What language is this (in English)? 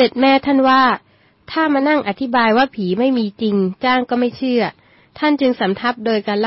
Thai